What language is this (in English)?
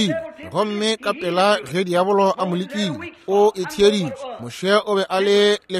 Northern Sotho